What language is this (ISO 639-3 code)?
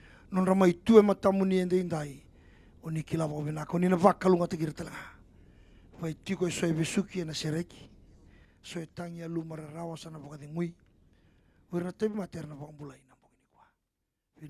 fij